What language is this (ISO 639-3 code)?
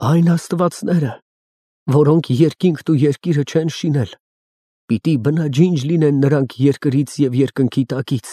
hye